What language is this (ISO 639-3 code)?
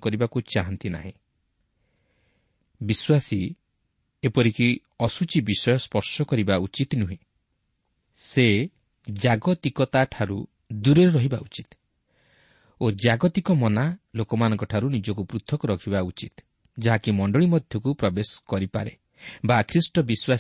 ori